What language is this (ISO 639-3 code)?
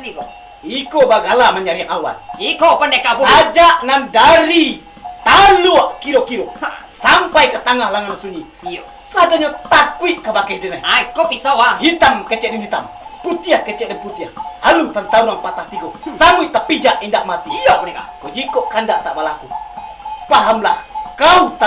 min